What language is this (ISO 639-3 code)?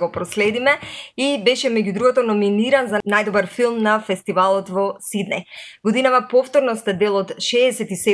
mkd